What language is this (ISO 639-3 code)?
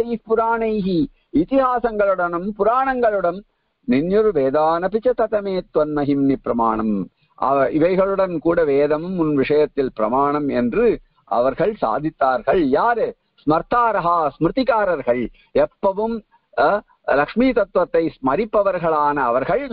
tam